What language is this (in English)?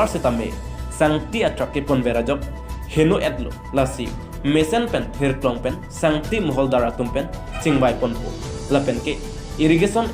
Karbi